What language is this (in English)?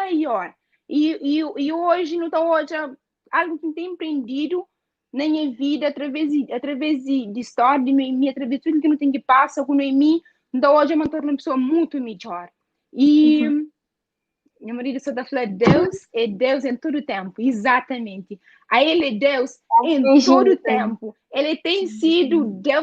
Kabuverdianu